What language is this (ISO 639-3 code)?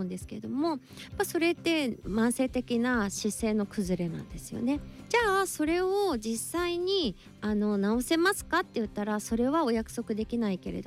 jpn